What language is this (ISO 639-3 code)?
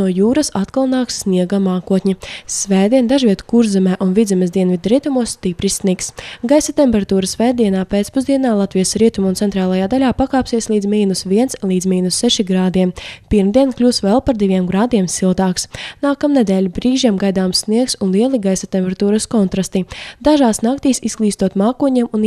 lav